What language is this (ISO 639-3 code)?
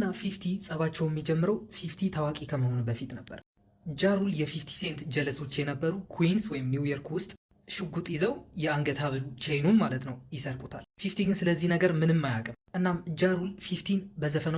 amh